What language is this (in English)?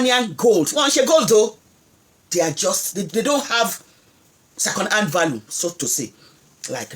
Yoruba